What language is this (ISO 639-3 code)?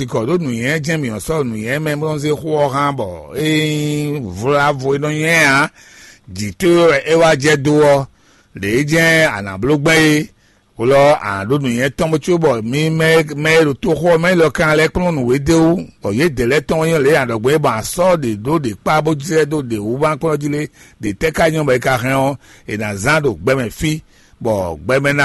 fon